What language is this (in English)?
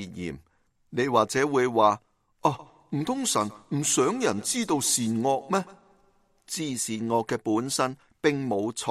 Cantonese